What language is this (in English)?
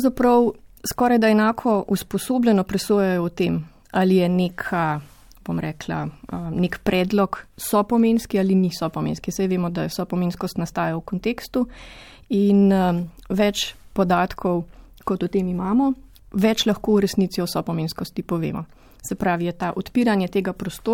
Slovenian